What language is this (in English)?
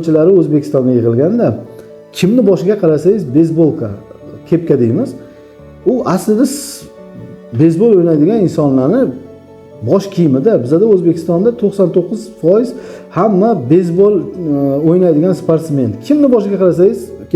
Uzbek